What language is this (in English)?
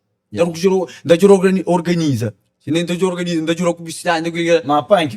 Kabuverdianu